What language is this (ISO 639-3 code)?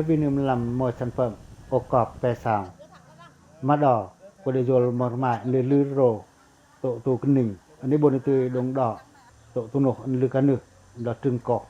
pac